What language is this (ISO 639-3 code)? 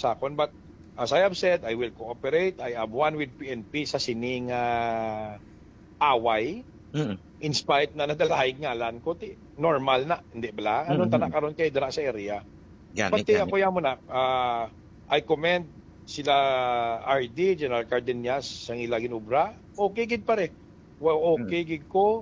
hil